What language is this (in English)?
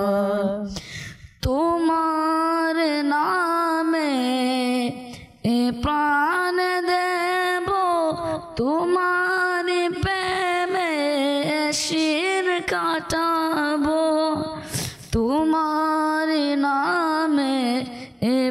Bangla